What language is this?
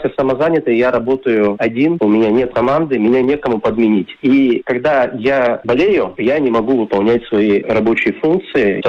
Russian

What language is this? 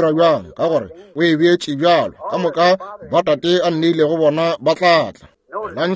Northern Sotho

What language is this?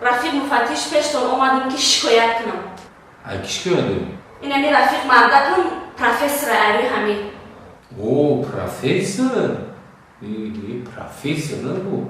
Tajik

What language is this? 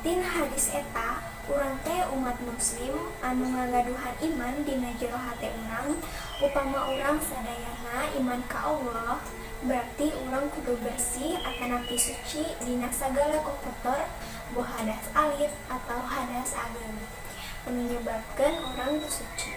Sundanese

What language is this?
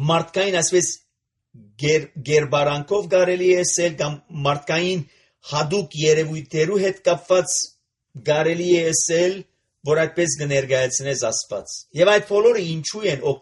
Armenian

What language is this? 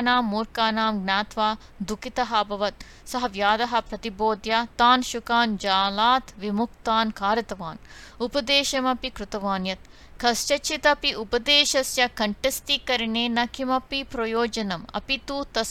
Sanskrit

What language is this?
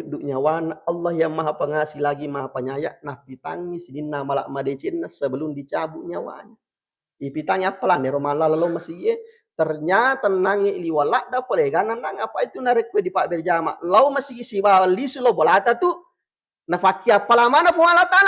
Buginese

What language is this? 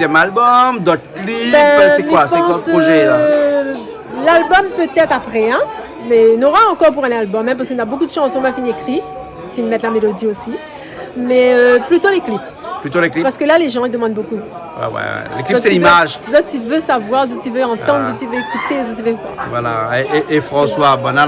Réunion Creole French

